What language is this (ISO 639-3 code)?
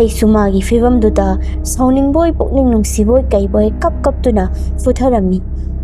mni